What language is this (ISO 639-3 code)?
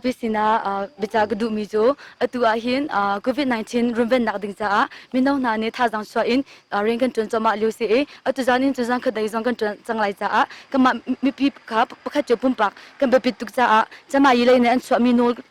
cnh